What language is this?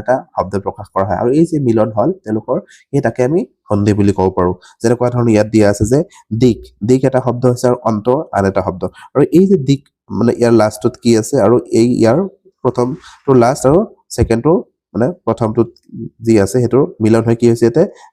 Assamese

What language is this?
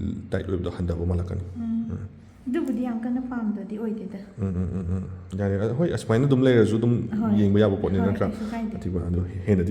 Manipuri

